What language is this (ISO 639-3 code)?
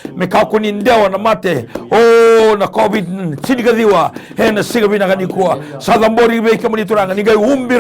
fij